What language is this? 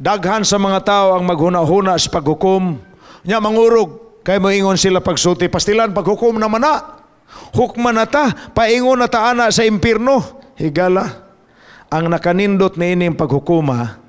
Cebuano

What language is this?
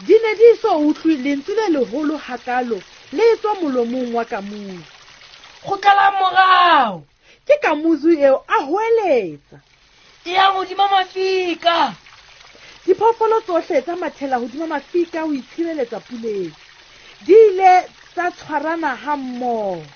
Southern Sotho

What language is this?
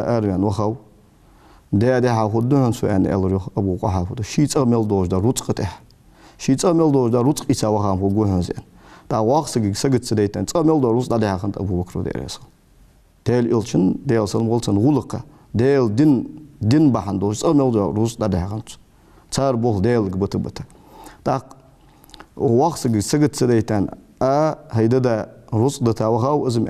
Ingush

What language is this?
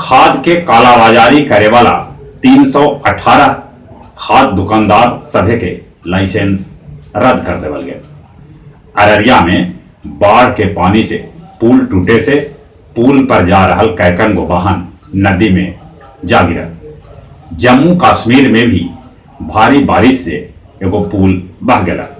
Magahi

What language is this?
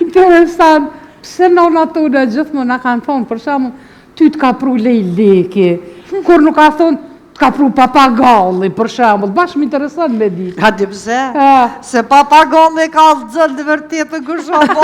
Albanian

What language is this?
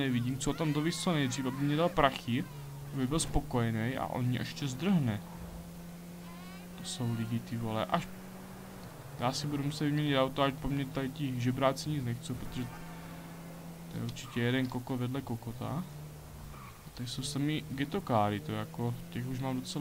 Czech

